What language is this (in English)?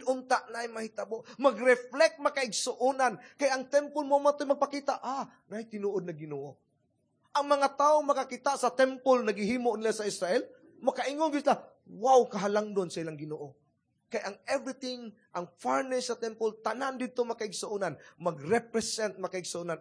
Cebuano